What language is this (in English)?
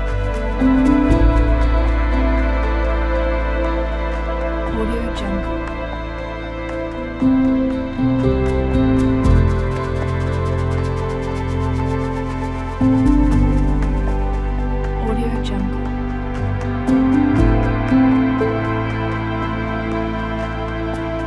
Malay